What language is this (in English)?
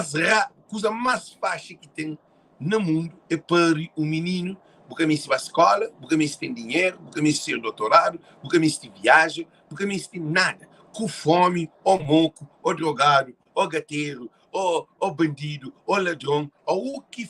Kabuverdianu